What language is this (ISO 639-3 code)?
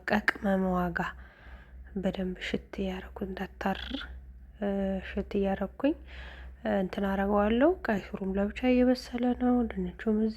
amh